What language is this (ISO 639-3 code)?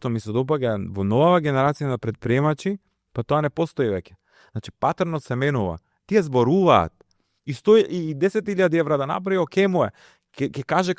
mkd